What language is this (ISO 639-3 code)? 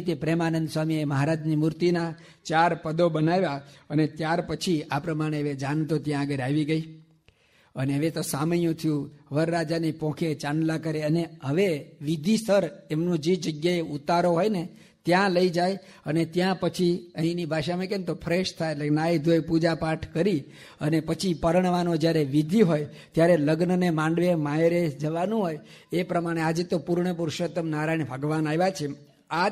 guj